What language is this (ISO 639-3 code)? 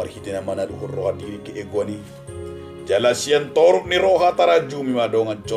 bbc